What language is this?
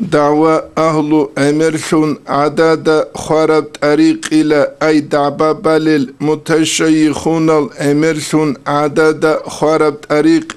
Avaric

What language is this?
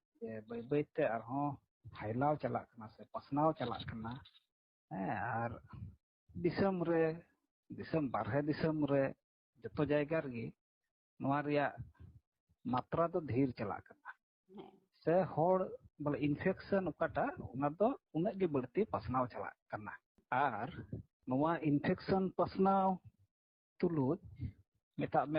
Santali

